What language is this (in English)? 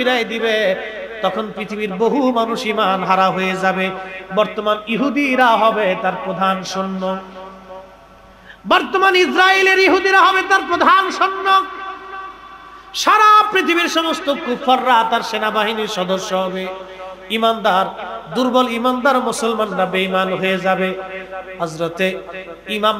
Bangla